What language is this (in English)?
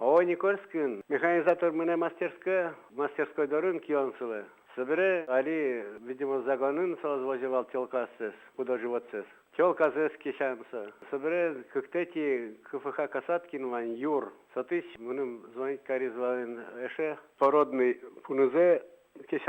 Udmurt